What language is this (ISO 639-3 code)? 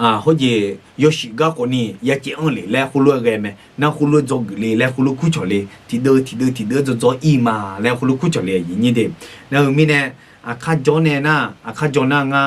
ahk